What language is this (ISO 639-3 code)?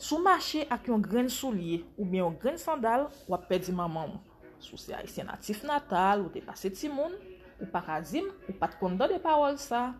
hat